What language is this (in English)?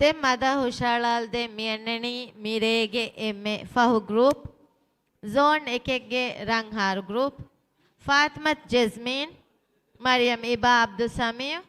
Divehi